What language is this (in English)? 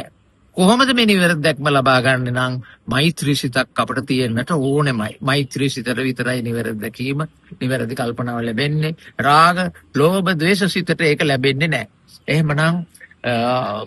Sinhala